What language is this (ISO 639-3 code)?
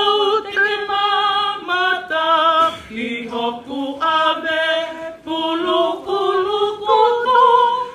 ton